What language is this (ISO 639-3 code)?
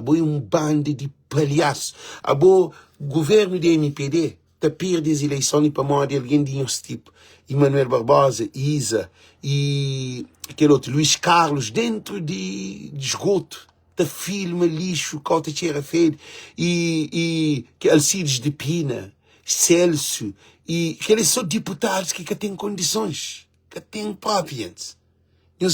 kea